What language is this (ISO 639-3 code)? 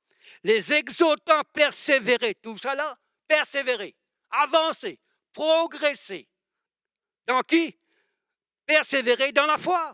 mfe